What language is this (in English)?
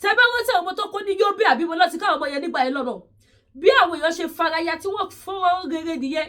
Yoruba